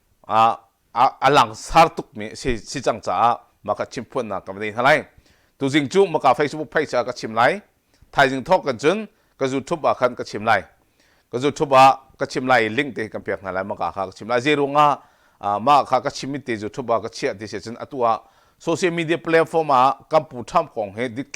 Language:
Hakha Chin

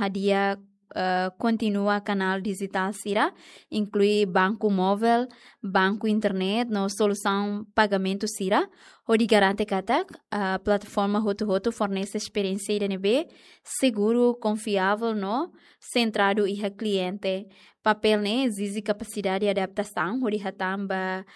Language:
Tetum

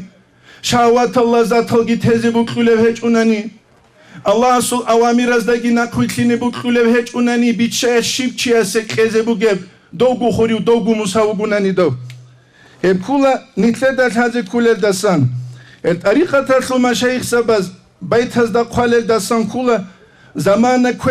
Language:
Avaric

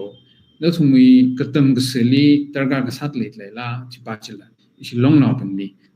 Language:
Tangkhul Naga (India)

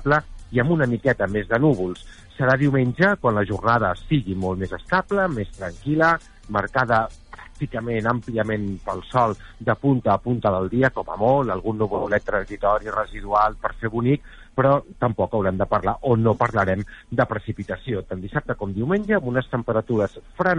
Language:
Catalan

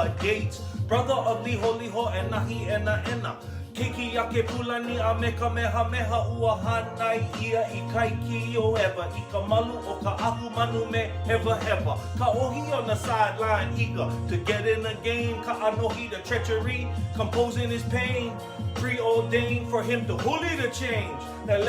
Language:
Hawaiian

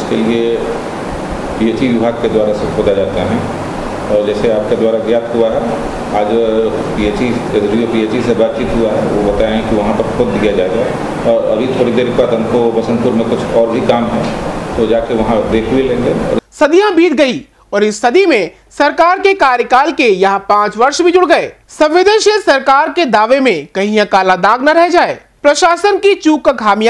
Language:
Hindi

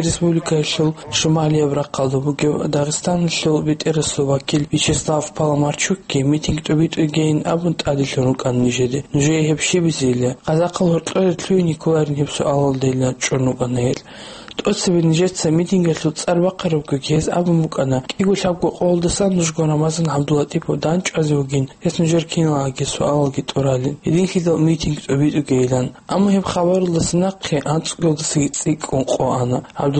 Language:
Avaric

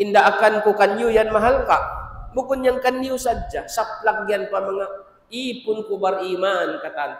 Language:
Tausug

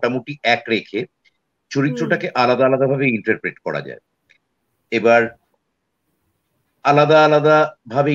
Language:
Bangla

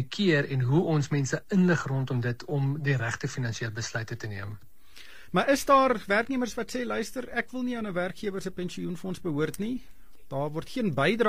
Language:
Afrikaans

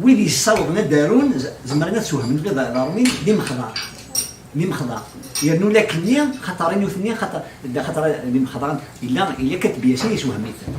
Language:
Kabyle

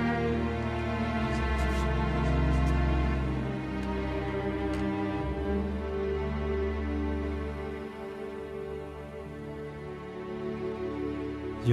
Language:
S'gaw Karen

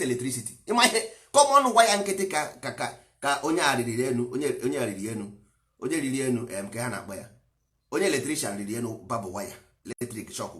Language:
Igbo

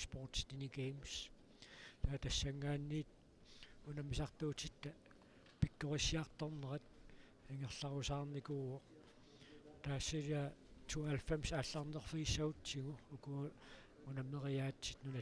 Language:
Kalaallisut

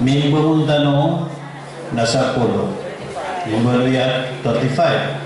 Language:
Maranao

